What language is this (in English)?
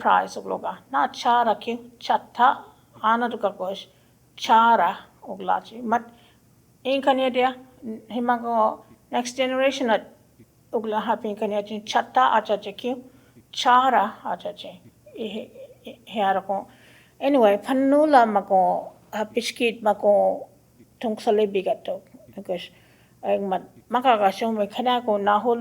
Choctaw